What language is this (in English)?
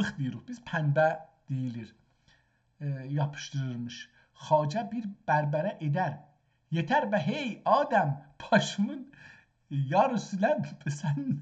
South Azerbaijani